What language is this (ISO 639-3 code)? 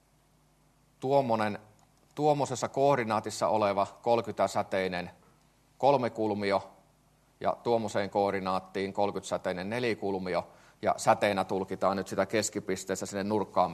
fin